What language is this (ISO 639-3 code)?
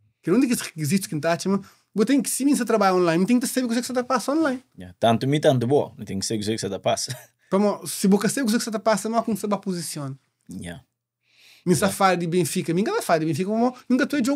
kea